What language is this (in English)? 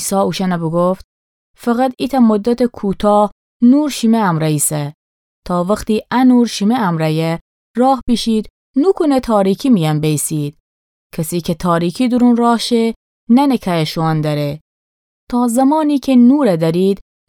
Gilaki